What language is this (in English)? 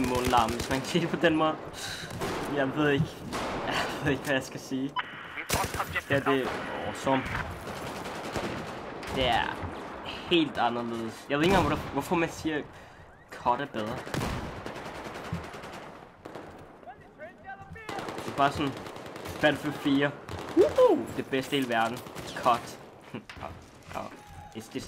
Danish